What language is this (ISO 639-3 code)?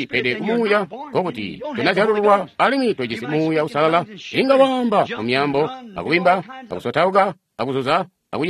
toi